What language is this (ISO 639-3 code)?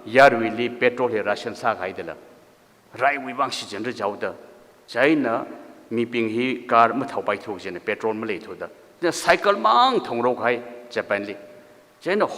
nmf